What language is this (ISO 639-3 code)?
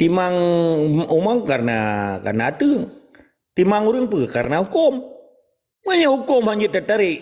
ace